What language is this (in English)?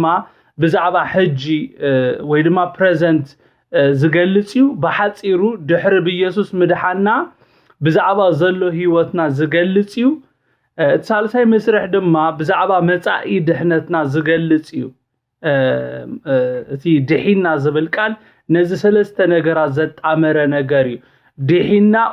Tigrinya